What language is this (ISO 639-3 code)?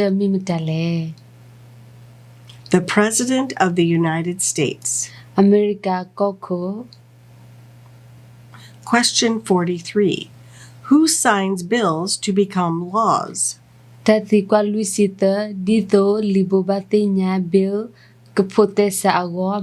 ksw